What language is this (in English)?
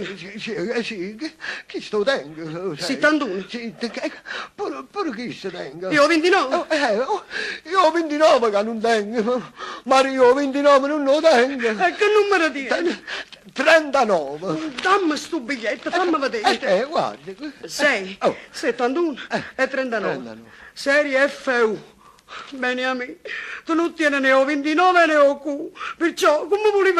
Neapolitan